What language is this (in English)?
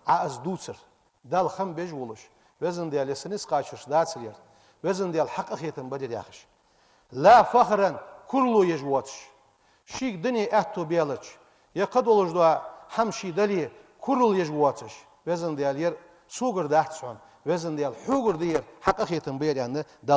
Ingush